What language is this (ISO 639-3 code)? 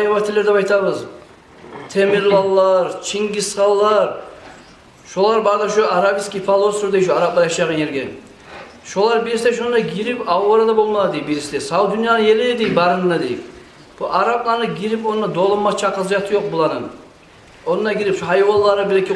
kum